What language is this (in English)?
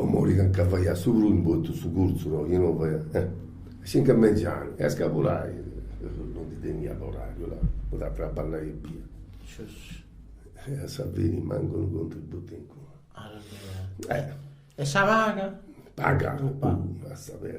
Sardinian